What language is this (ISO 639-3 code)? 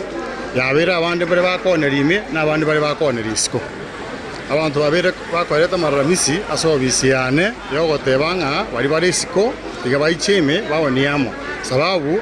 guz